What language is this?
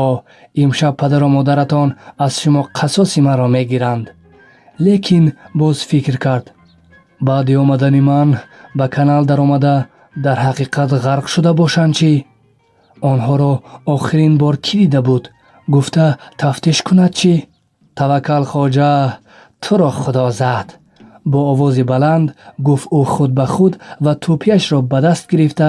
Tajik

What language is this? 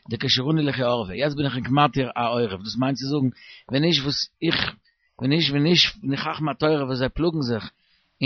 Yiddish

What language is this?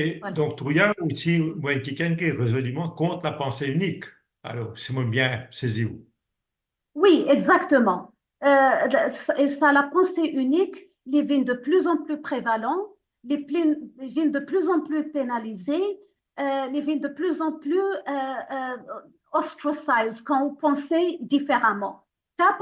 Morisyen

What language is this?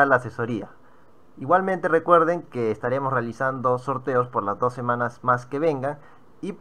Spanish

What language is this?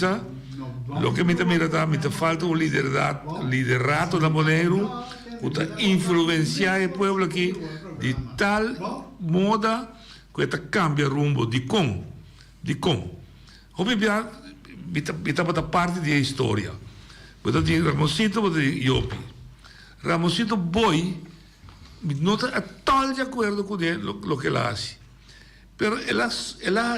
Papiamento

